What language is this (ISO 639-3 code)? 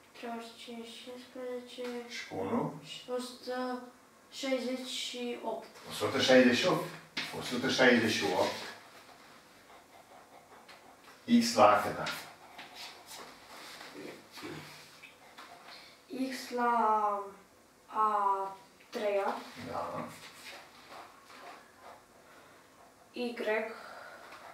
ron